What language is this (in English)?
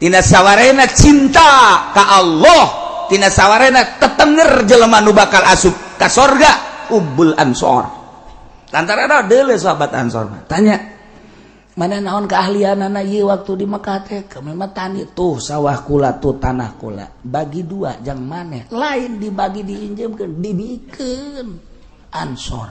Sundanese